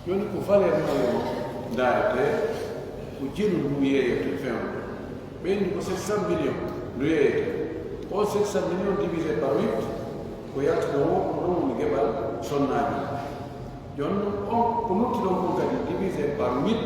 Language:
Pular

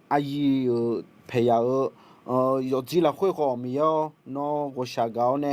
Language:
Akha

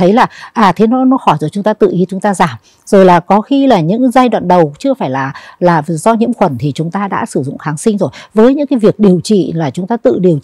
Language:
Vietnamese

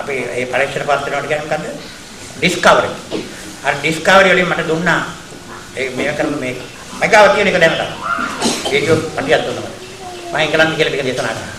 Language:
Sinhala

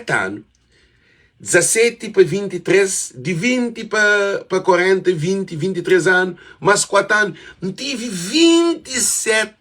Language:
Kabuverdianu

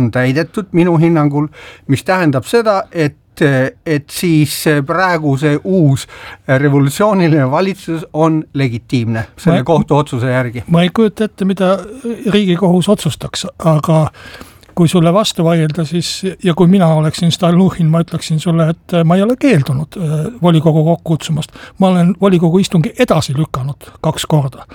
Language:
Estonian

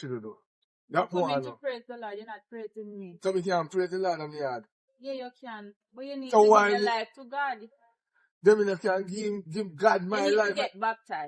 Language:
Jamaican Creole English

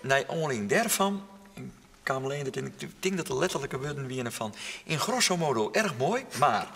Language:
Western Frisian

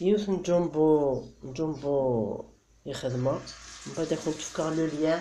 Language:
Kabyle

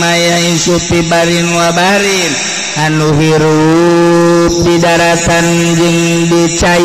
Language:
Sundanese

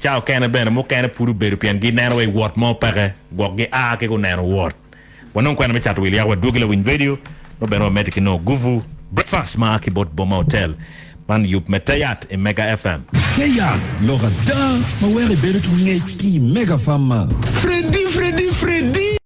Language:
Acoli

